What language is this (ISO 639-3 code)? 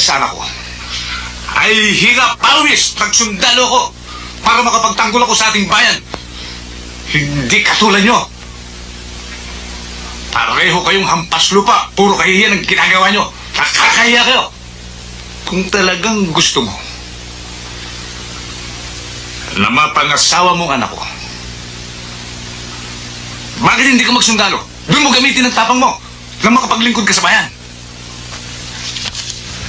fil